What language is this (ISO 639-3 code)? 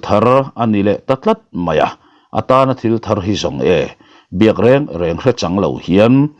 lus